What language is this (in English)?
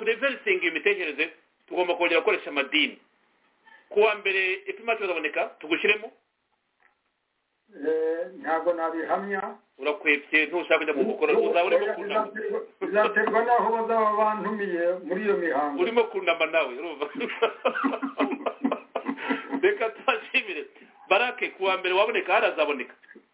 Kinyarwanda